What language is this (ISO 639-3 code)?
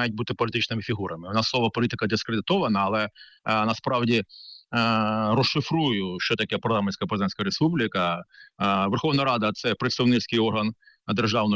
ukr